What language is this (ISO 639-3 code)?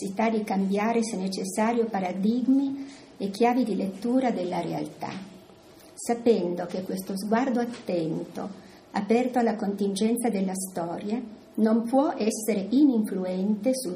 ita